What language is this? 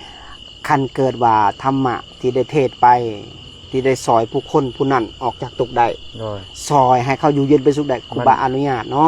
Lao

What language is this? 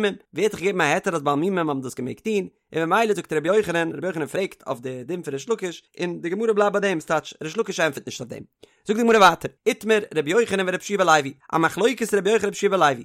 Yiddish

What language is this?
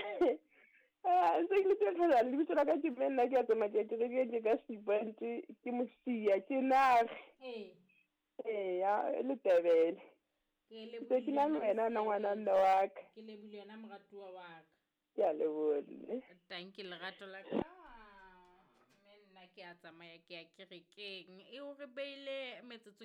Southern Sotho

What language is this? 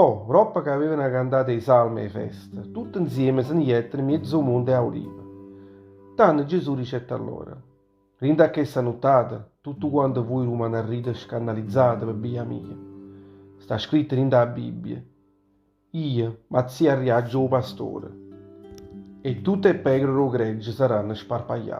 Neapolitan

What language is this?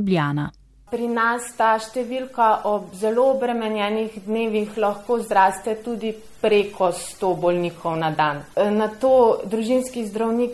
Slovenian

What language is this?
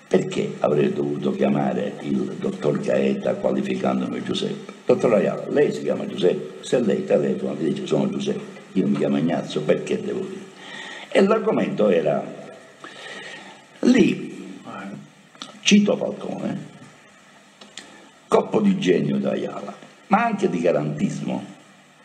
Italian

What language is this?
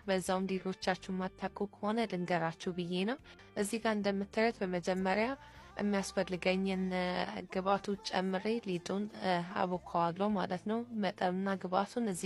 Amharic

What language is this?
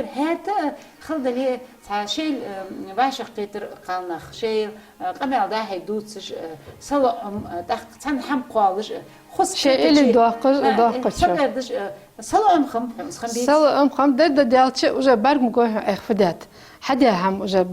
Ingush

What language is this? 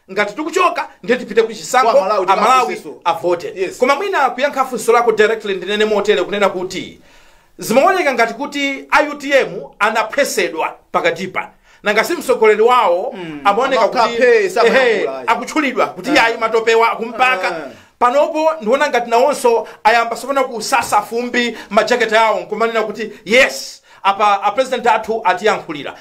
Nyanja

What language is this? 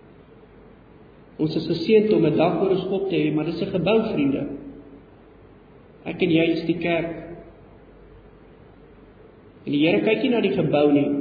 Afrikaans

